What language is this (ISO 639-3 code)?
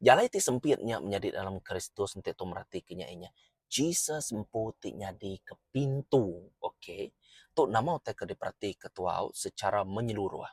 iba